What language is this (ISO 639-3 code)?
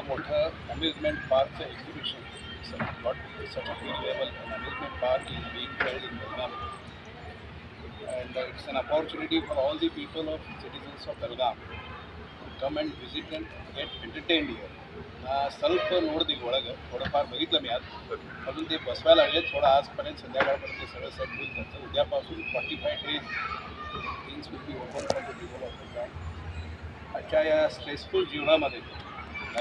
kan